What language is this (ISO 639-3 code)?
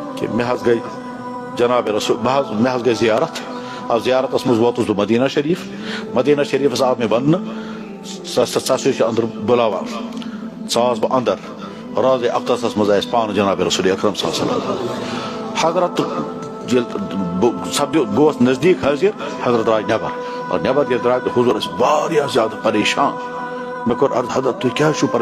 kas